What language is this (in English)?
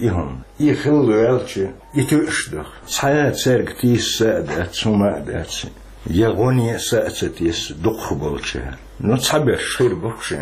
Chechen